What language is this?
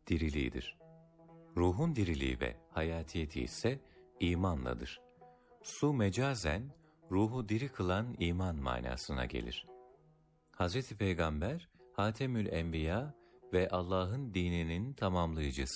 Turkish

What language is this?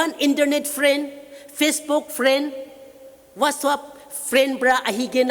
Naga Pidgin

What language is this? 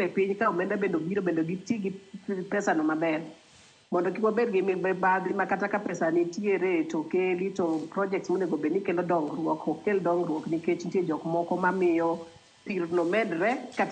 Luo (Kenya and Tanzania)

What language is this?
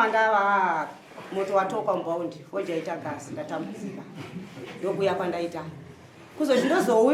Shona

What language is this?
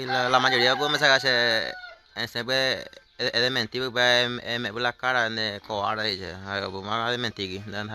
Guarani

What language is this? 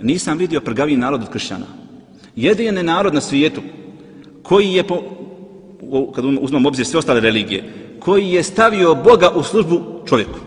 Bosnian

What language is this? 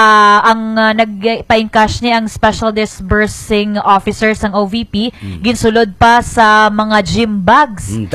Hiligaynon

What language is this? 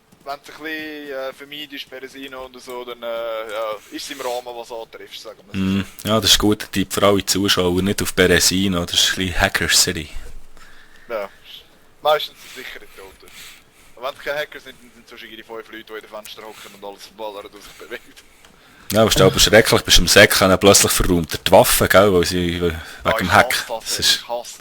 Swiss German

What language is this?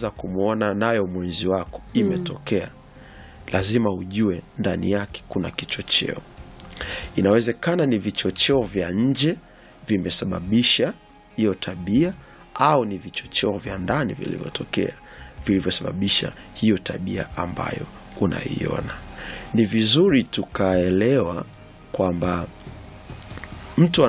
Swahili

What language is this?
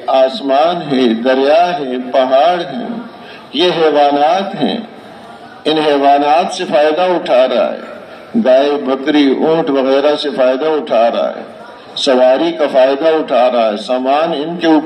Urdu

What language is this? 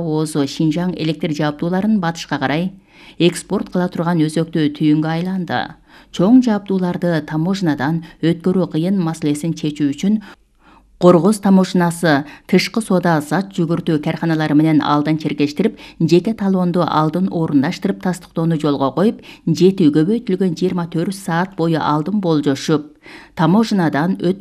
Kyrgyz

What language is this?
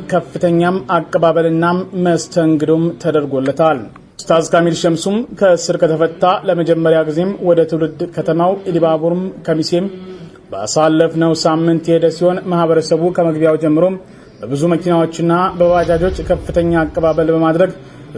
Amharic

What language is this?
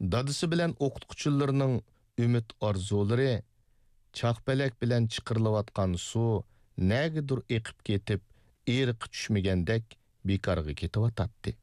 Uyghur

